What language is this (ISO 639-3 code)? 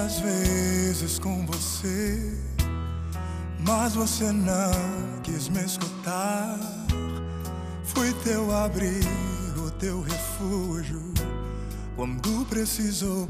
por